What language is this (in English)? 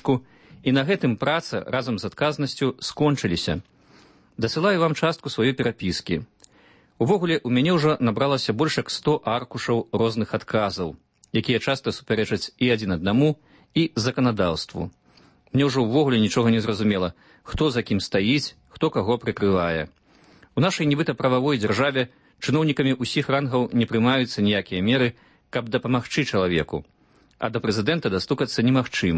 Belarusian